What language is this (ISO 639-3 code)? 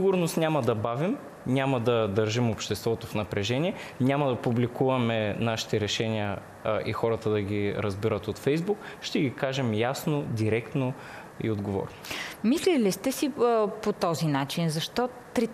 bul